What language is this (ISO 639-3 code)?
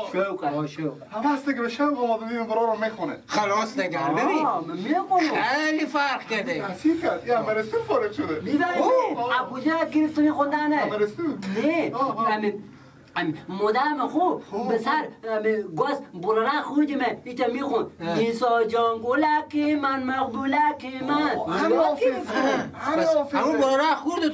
fas